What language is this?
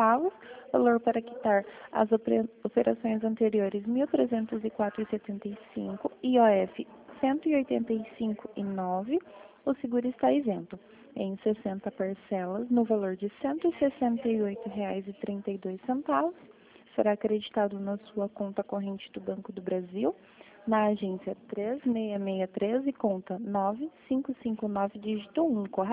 Portuguese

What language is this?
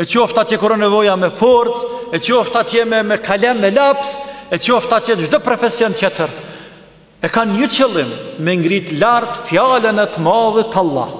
Albanian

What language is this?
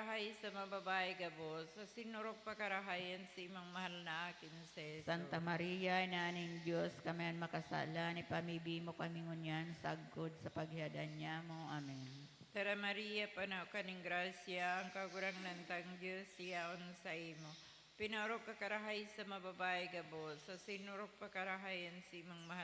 Bikol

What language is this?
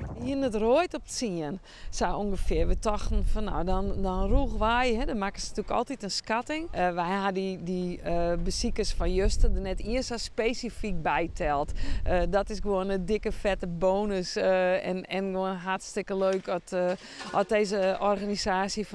Western Frisian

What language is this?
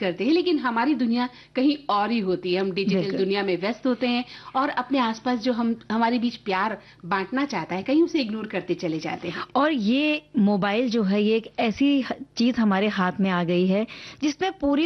Hindi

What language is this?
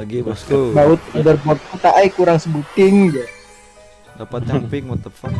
Banjar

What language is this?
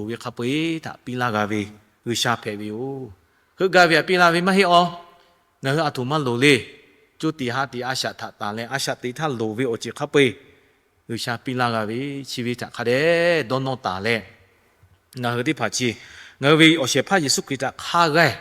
Lahu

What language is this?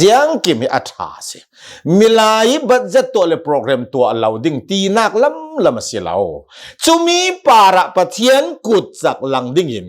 Hakha Chin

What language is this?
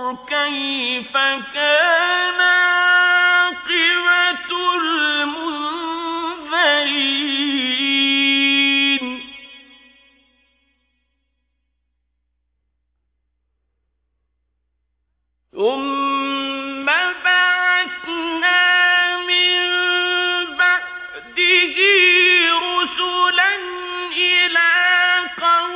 Arabic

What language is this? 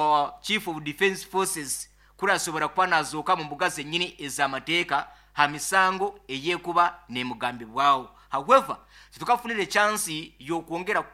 Nyoro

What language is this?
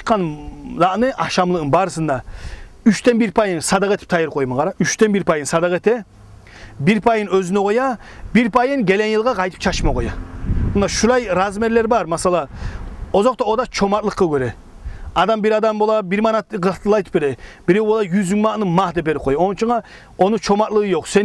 Kumyk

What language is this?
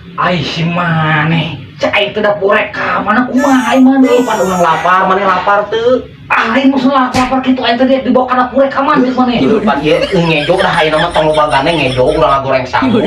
Sundanese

